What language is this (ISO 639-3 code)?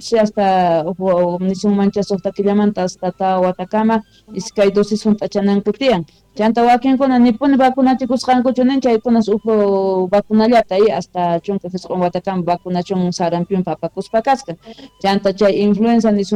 quh